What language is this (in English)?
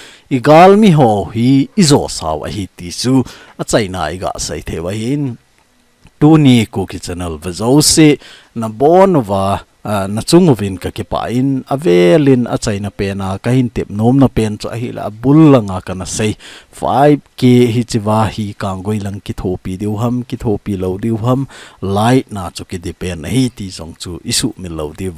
Thado Chin